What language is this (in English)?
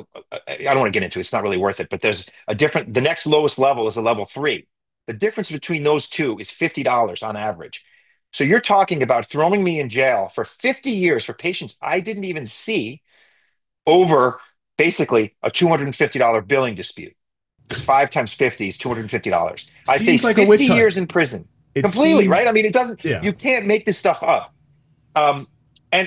English